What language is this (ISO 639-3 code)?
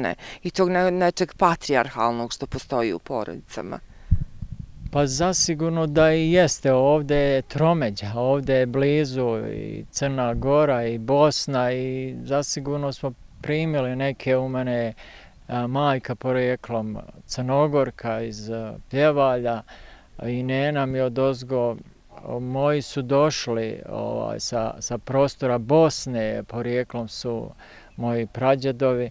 bos